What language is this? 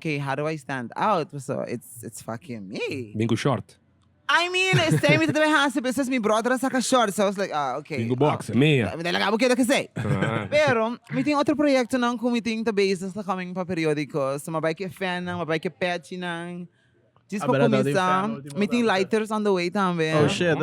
Papiamento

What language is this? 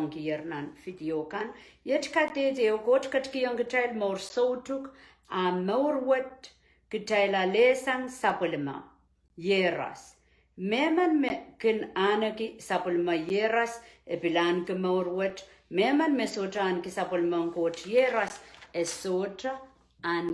Pohnpeian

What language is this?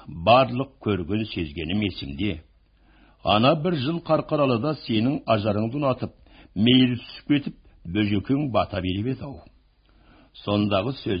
Kazakh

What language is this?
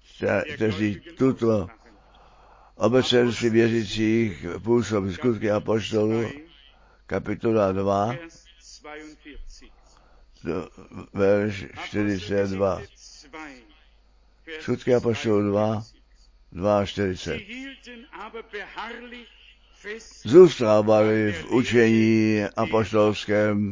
Czech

